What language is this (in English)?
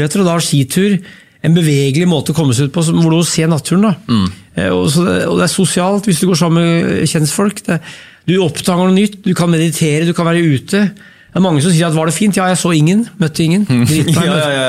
Norwegian